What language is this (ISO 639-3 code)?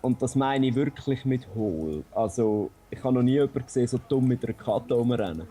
gsw